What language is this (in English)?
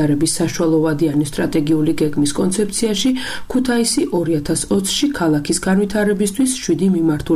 Georgian